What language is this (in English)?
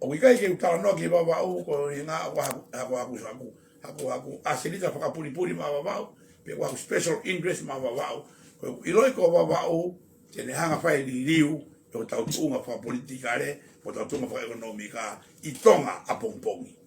Tongan